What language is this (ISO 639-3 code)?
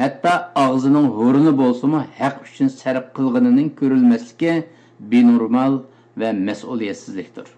uig